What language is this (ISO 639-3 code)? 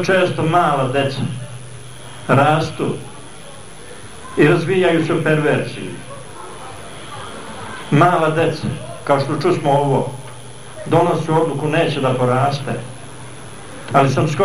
srp